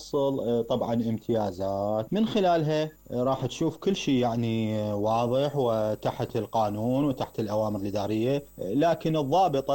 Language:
Mesopotamian Arabic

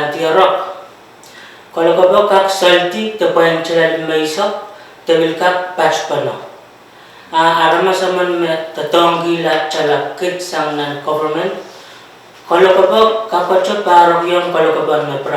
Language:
Pohnpeian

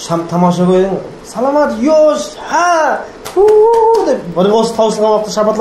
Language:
Kara-Kalpak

